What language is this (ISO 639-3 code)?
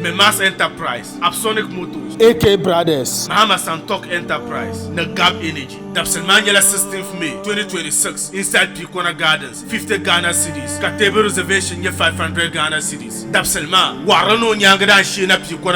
dag